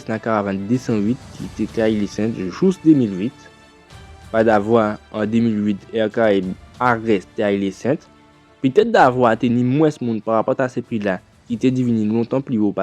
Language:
Guadeloupean Creole French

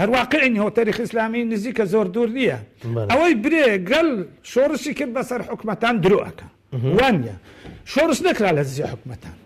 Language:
Central Kurdish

